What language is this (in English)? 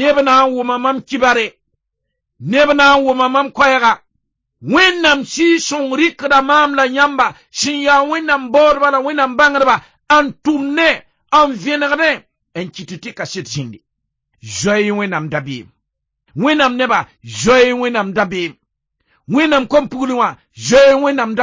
Mossi